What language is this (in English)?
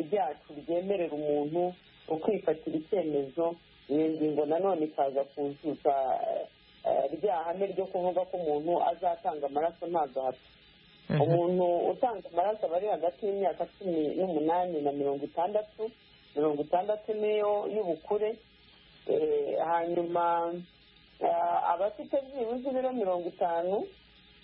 Kinyarwanda